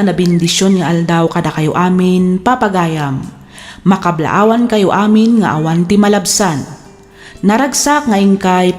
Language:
Iloko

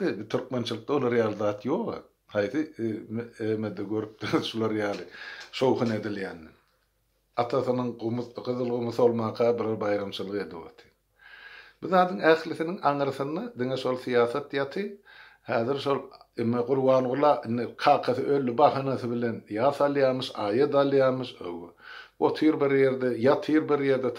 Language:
Turkmen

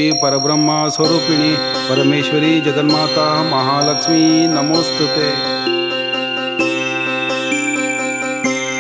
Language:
Kannada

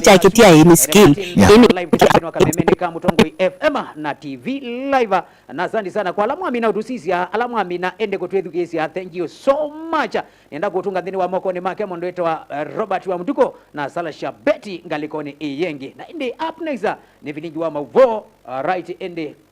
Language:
Kamba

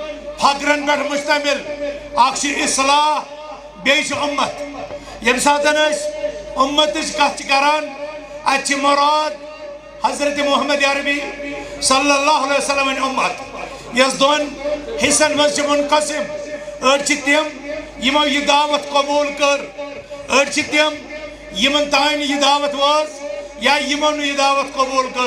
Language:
Kashmiri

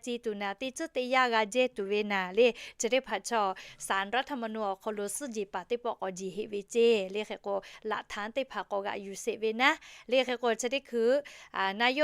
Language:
Lahu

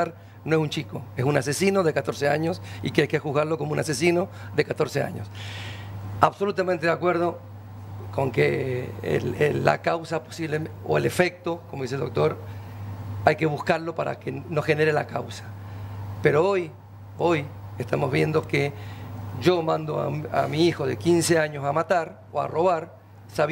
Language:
Spanish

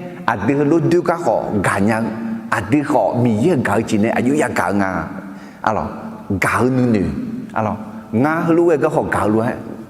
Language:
Akha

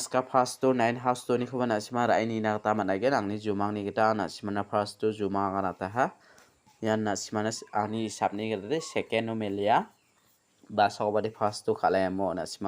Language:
Garo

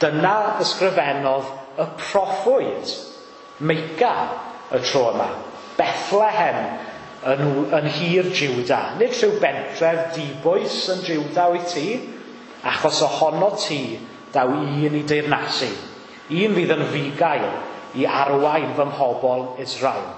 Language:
Welsh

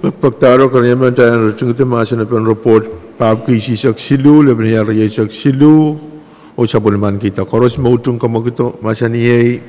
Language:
Pohnpeian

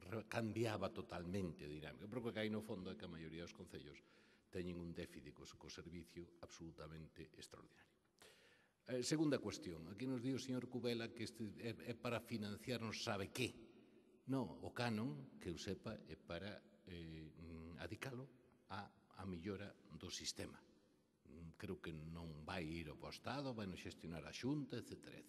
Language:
Galician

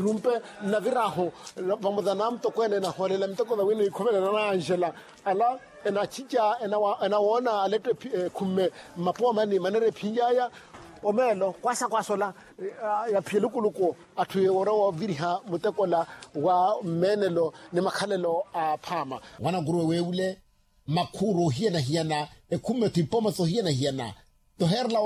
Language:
Makhuwa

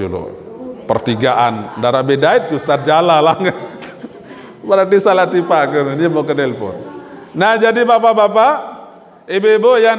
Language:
Sasak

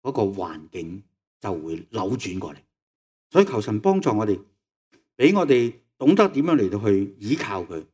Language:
Cantonese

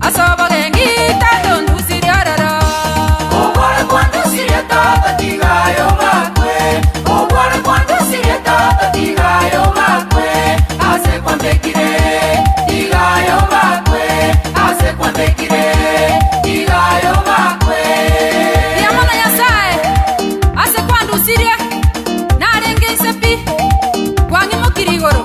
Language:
Gusii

